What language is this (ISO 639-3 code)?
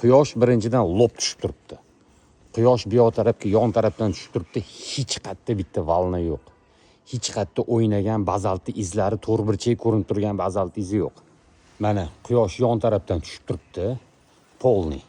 uzb